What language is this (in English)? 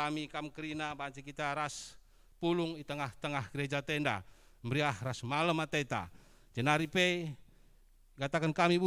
Batak Karo